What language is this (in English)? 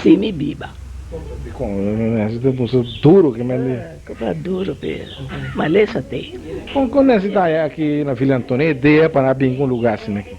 Papiamento